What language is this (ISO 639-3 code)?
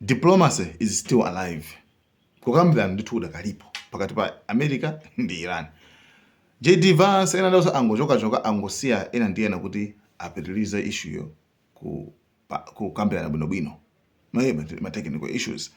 nya